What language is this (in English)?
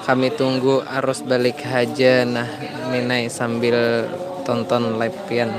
Banjar